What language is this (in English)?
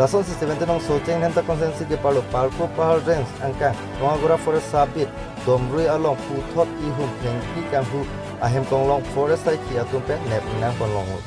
Karbi